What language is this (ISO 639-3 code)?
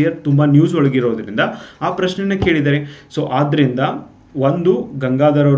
kan